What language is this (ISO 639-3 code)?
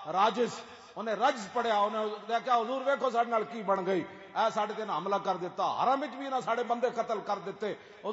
lah